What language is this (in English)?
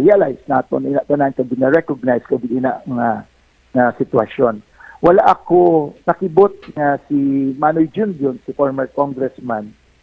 Hiligaynon